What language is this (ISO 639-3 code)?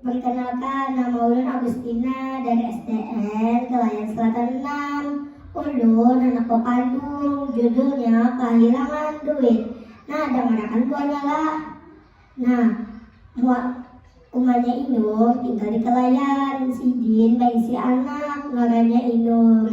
bjn